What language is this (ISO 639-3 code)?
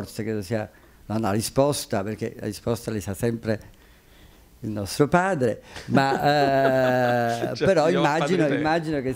ita